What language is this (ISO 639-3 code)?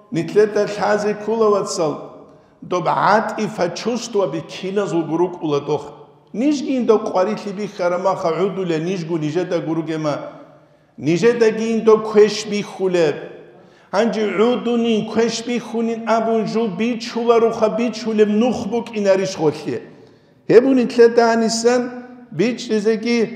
ava